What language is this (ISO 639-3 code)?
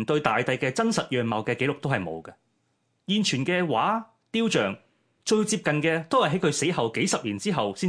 yue